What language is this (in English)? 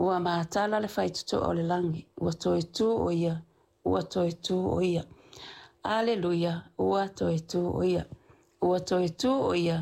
Samoan